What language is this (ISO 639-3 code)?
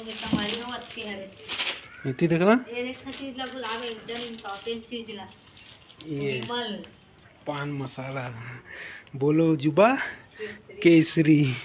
hne